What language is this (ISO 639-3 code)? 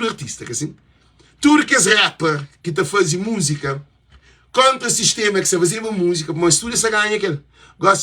kea